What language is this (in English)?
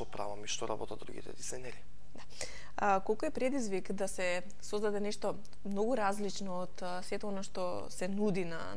Macedonian